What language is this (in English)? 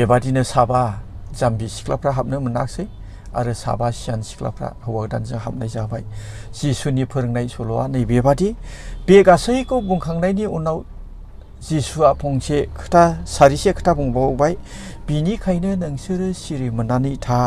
Bodo